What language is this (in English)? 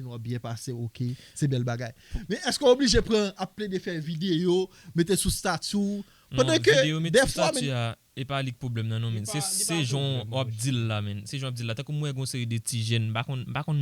Haitian Creole